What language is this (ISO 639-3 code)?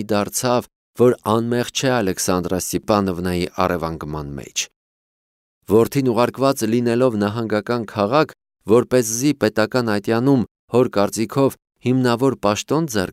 hye